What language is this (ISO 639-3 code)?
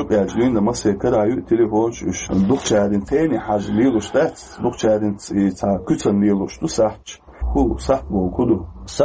che